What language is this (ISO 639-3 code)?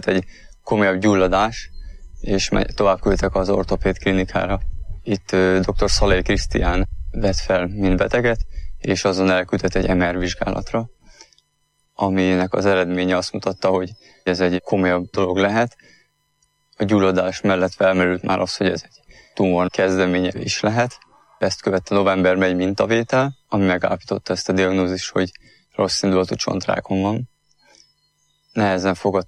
hun